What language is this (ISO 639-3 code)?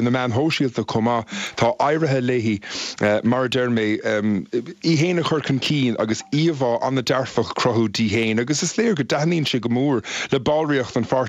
gle